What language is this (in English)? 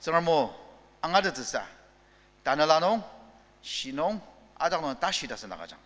Ao Naga